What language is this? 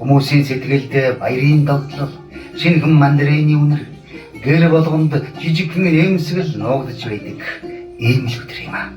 Mongolian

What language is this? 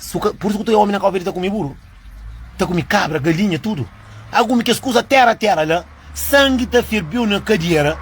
Kabuverdianu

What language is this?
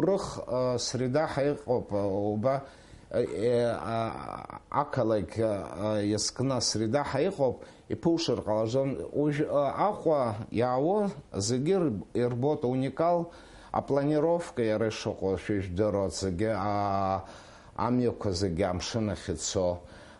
Abkhazian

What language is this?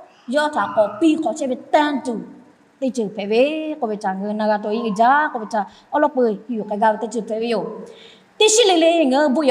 Lahu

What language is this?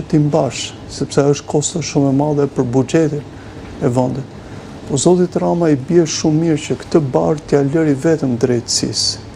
Albanian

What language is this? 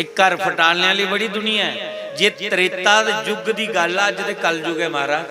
Dogri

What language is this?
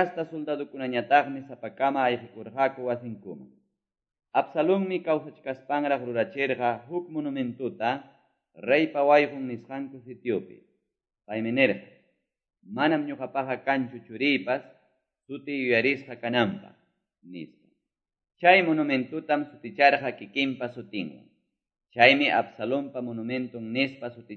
Quechua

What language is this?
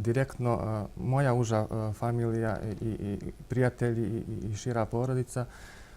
Bosnian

